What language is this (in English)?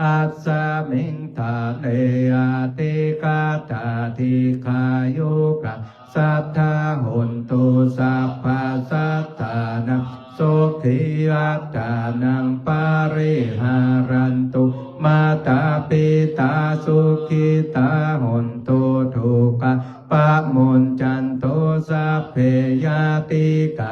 Pali